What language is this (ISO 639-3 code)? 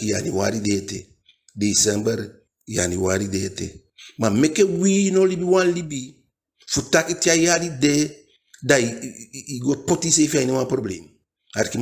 djk